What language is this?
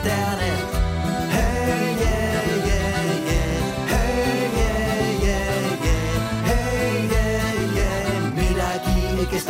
Estonian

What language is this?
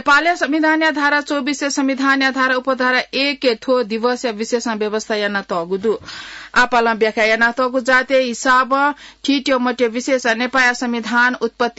Newari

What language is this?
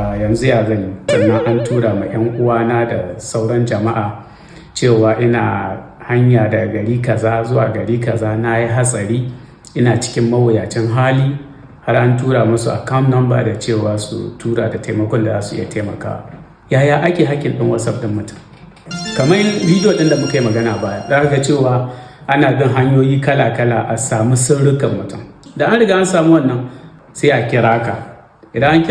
Hausa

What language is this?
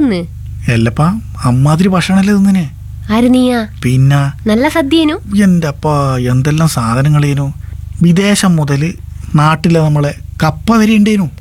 Malayalam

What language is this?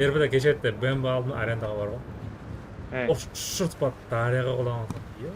Kara-Kalpak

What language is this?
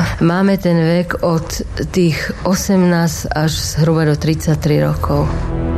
Slovak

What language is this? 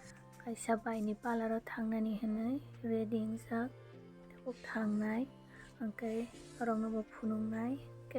Kok Borok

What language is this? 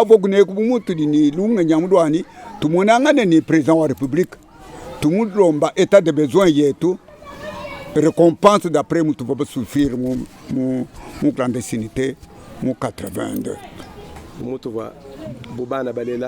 Luba-Lulua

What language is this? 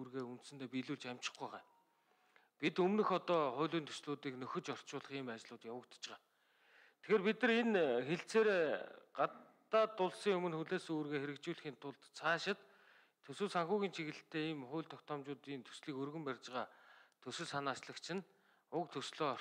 Mongolian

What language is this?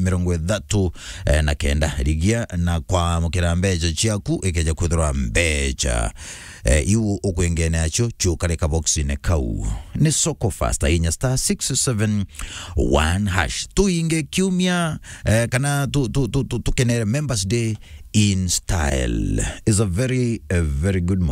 Meru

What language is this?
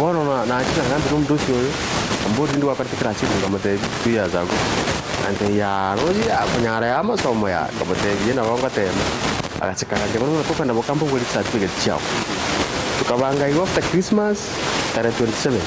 Gusii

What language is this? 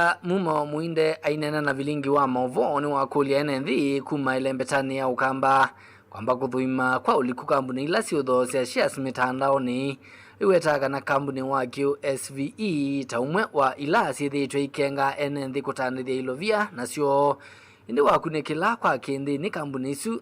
Kamba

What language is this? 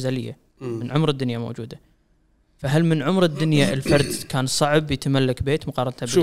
Gulf Arabic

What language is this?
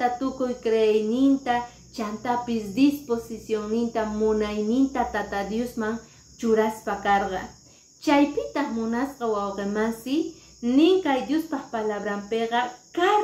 Quechua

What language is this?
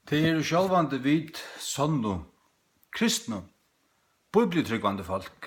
Faroese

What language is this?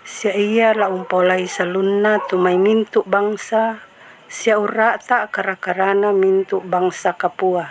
Toraja-Sa'dan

